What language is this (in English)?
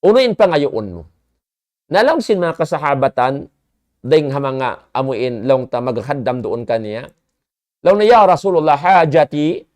Tausug